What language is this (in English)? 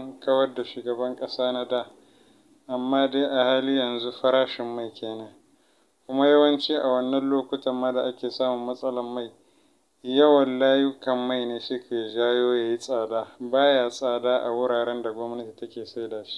Hausa